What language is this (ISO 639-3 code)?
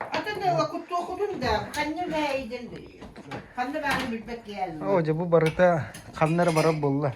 sah